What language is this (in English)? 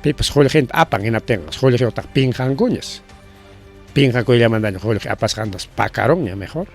Ayacucho Quechua